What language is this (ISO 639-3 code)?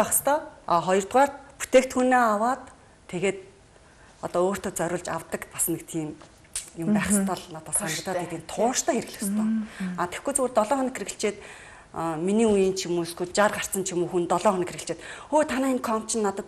mon